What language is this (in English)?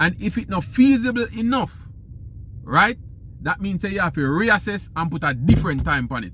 Jamaican Creole English